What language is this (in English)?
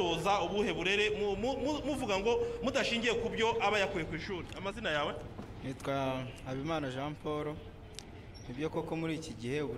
Kinyarwanda